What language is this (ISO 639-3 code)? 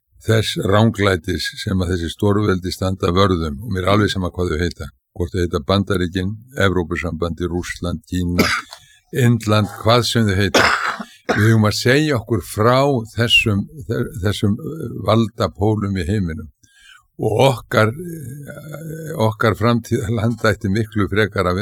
isl